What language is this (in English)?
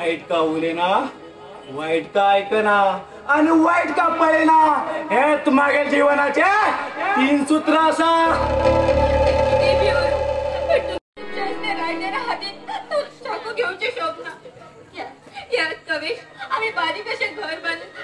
Konkani